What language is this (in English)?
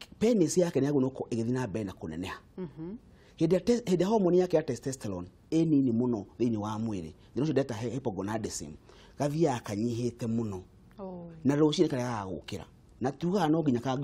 Kikuyu